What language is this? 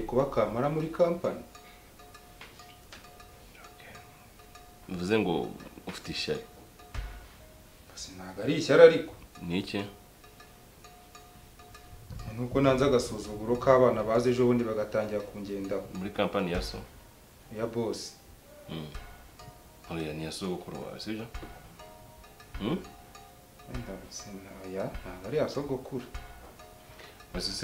Kinyarwanda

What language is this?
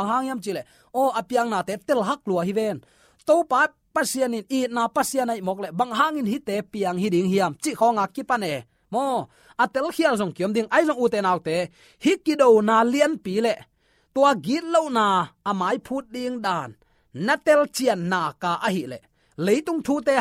Tedim Chin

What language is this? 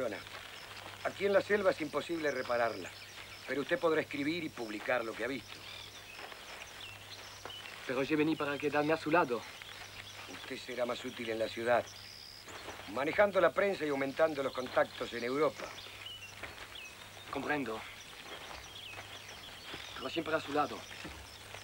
Spanish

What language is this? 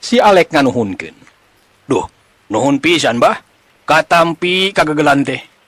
Sundanese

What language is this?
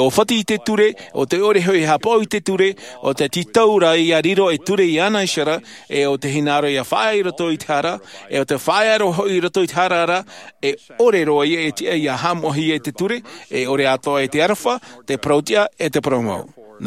Tahitian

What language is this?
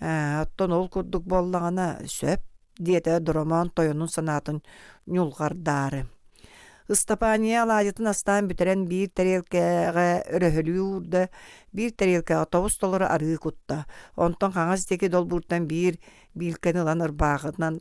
Yakut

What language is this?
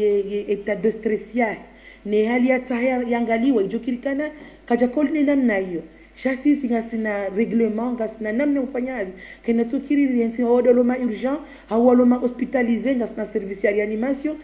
Ngazidja Comorian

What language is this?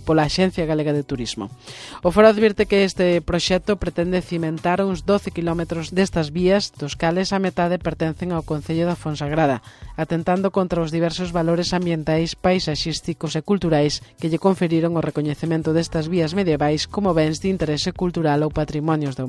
Galician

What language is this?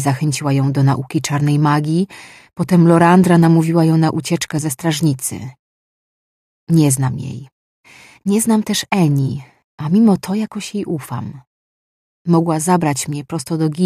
Polish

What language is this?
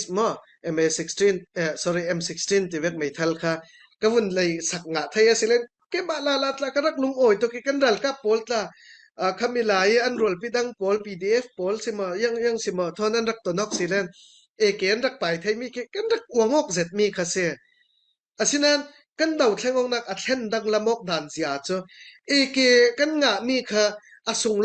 Falam Chin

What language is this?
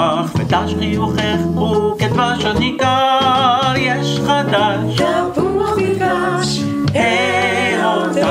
Hebrew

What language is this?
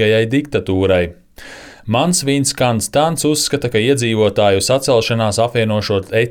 Latvian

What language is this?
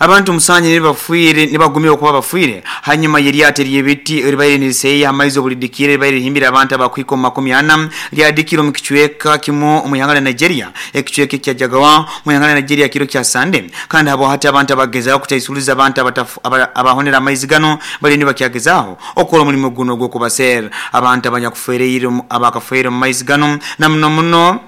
Nyoro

